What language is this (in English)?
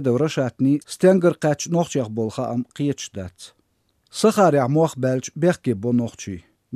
Chechen